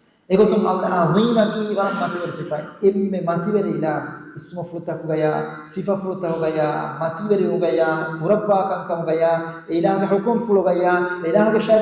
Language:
Divehi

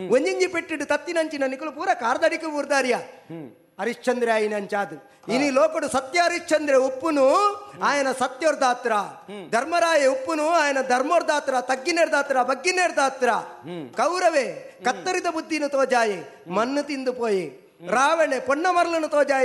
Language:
Tulu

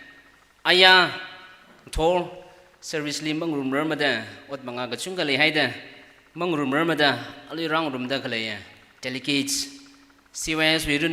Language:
Tangkhul Naga (India)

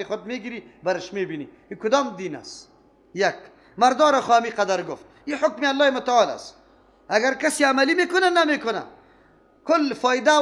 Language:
Persian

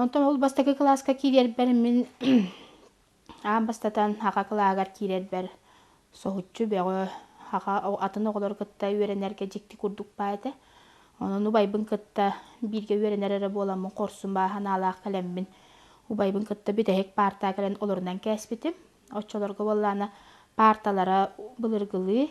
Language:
Yakut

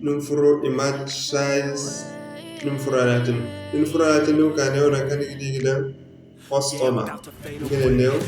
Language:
Zarma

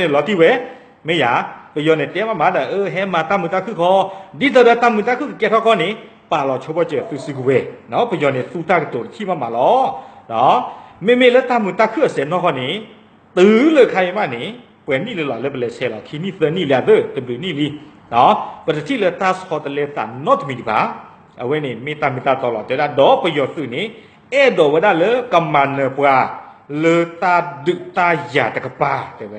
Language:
S'gaw Karen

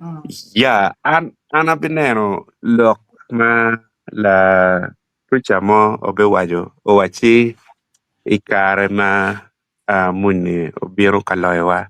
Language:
Acoli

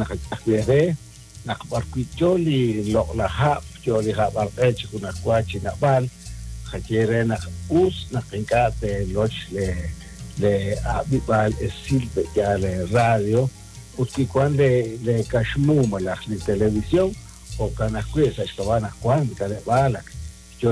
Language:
Kekchí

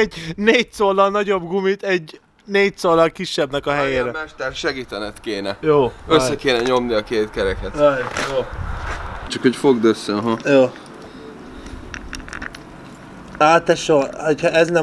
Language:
Hungarian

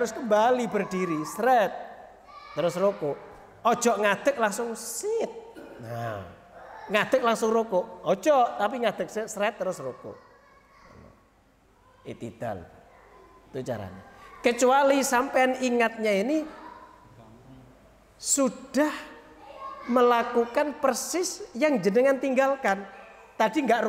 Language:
Indonesian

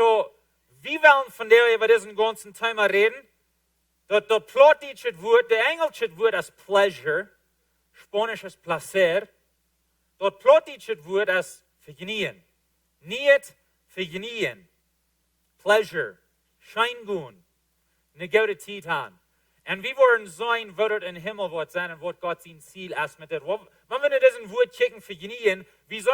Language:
Plautdietsch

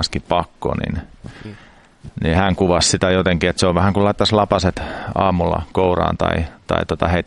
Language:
Finnish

